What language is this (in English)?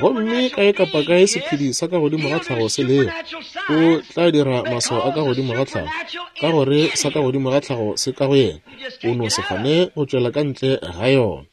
Northern Sotho